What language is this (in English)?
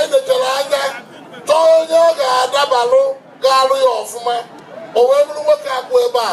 Igbo